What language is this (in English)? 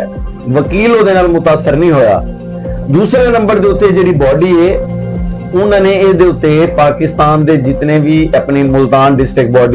Saraiki